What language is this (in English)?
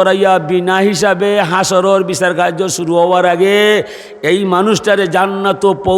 Sylheti